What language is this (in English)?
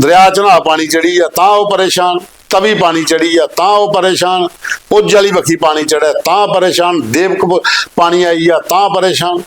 Dogri